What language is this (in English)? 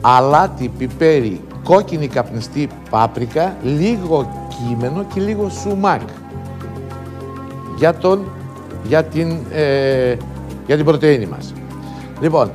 Greek